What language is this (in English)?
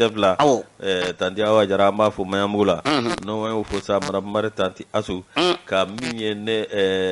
Bambara